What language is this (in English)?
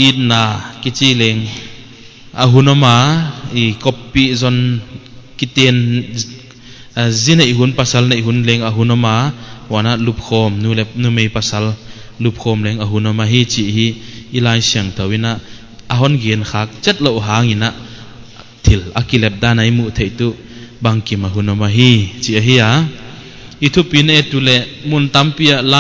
Paite Chin